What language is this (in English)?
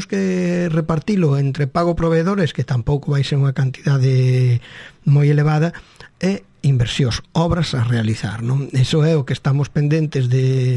Galician